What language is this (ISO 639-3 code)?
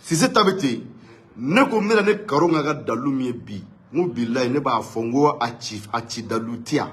bam